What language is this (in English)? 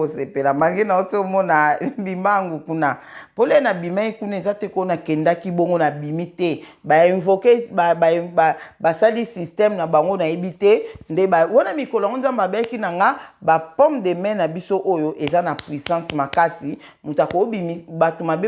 Lingala